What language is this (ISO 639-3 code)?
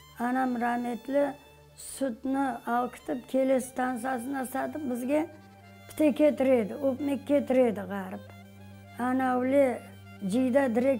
crh